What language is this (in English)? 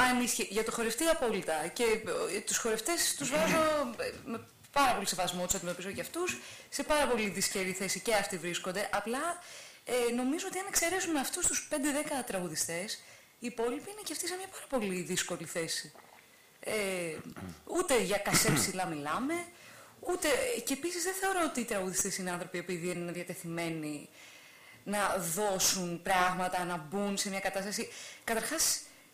Greek